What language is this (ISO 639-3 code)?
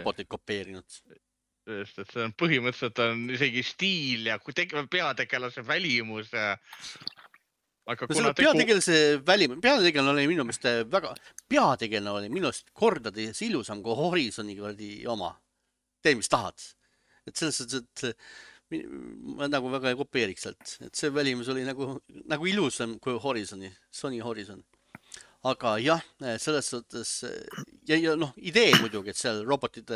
est